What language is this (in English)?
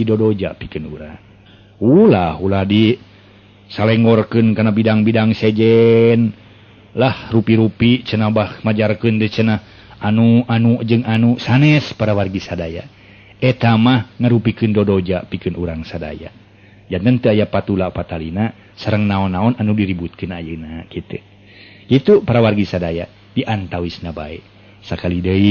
Sundanese